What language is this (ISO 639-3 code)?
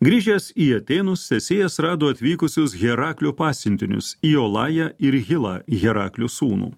lit